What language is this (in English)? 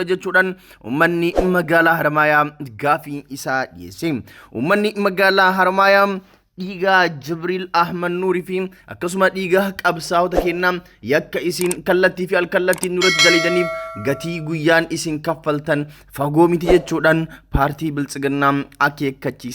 Oromo